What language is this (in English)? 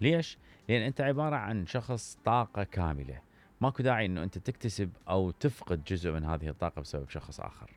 Mesopotamian Arabic